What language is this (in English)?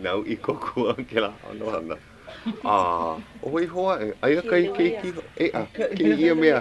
Hawaiian